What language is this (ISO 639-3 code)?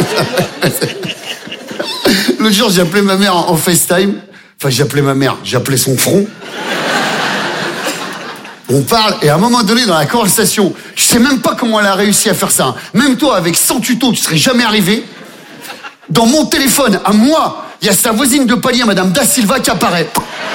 fra